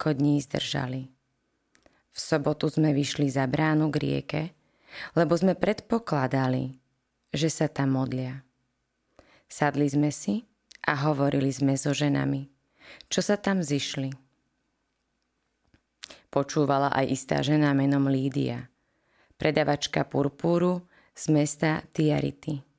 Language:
Slovak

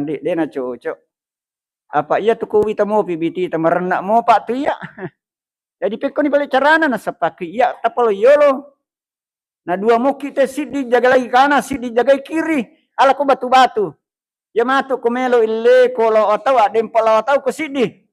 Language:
Buginese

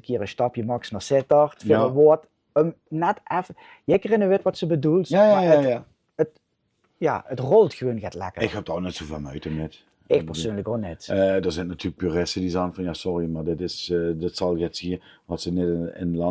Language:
Limburgish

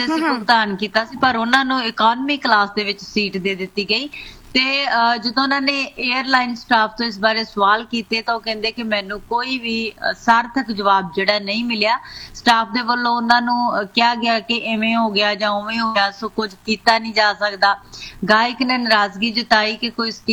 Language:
Punjabi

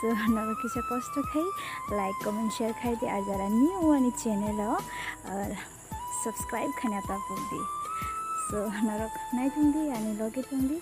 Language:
Kok Borok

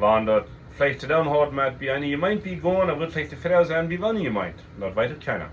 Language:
Plautdietsch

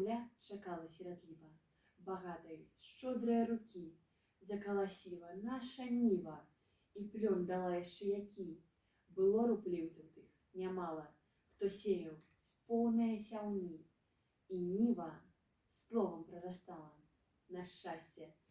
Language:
Belarusian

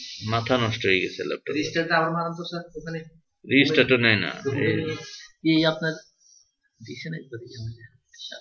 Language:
Bangla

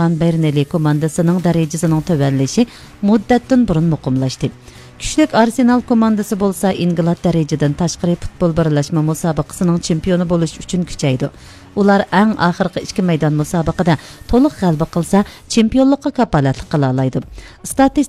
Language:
Uyghur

